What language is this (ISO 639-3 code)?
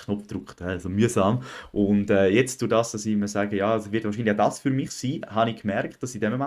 gsw